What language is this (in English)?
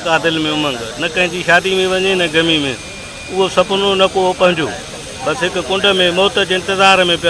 Sindhi